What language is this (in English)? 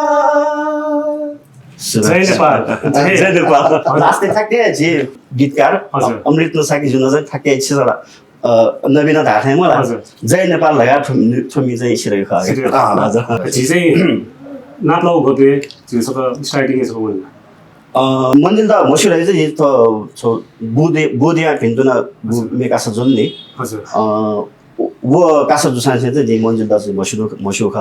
Newari